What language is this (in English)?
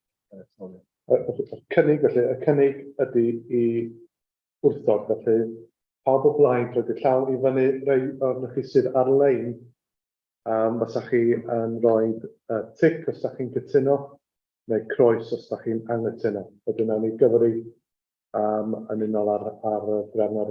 Welsh